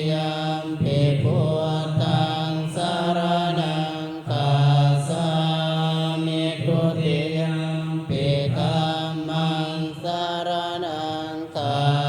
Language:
Pali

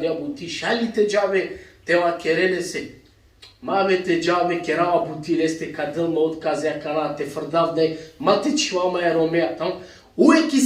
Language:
Balkan Romani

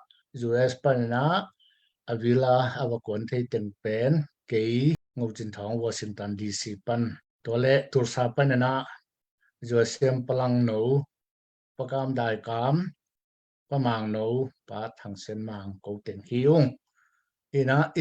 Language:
Tedim Chin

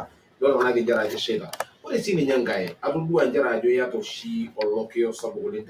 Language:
Masai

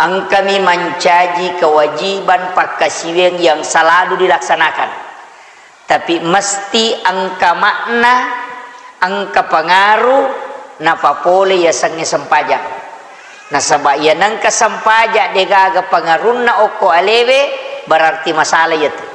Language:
Buginese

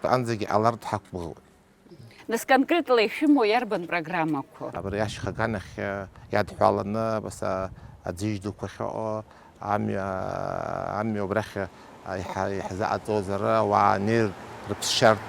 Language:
Abkhazian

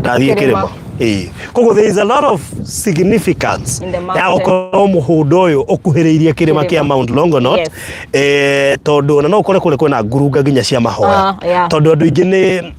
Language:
Kikuyu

